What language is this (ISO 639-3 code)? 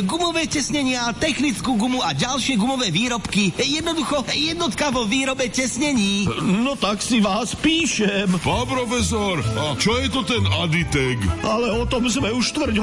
slk